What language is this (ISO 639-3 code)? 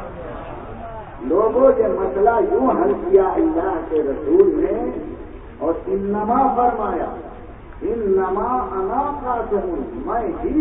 urd